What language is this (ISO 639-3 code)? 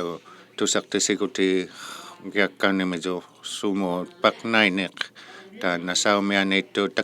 iku